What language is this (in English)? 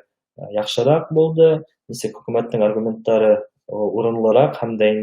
Bashkir